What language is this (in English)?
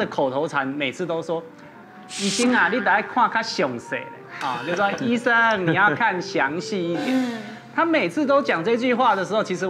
Chinese